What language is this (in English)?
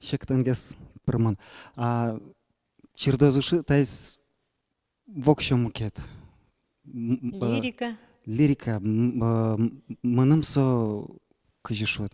Udmurt